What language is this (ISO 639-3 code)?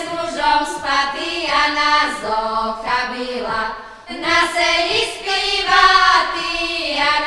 rue